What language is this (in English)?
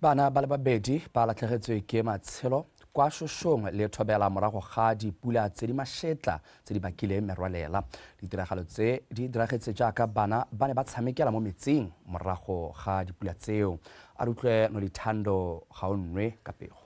Tswana